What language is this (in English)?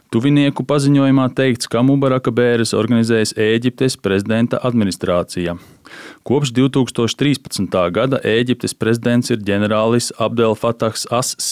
Latvian